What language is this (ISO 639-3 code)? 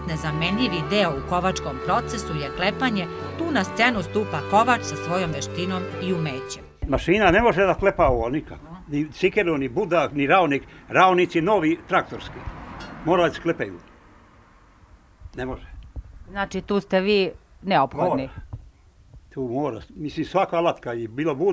srp